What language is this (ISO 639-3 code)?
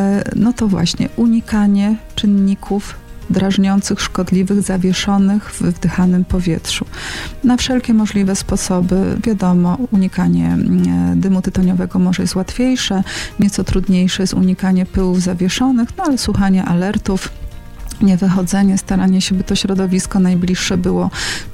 pol